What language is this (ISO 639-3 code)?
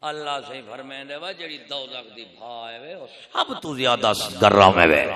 skr